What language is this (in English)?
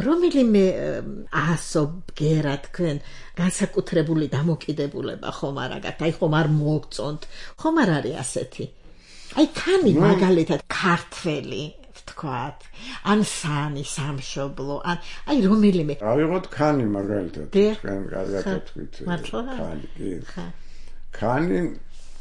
Georgian